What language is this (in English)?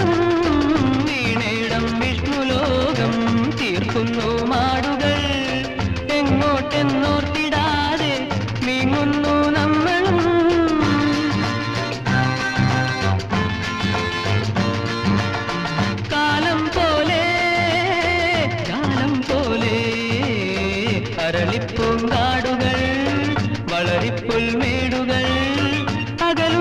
Malayalam